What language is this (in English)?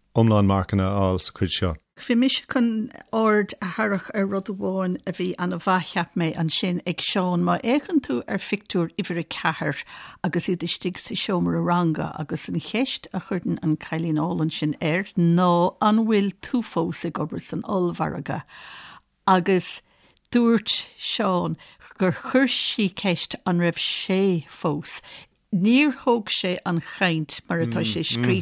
Irish